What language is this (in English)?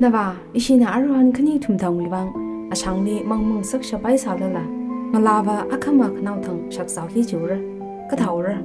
Tangkhul Naga (India)